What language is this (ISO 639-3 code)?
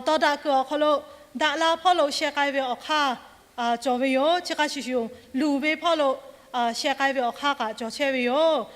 lhu